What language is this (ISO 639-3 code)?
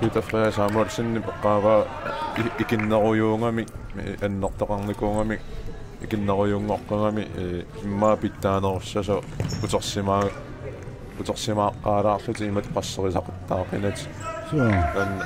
kal